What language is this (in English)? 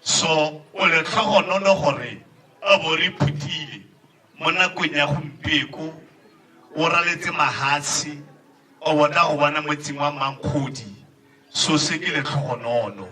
Tswana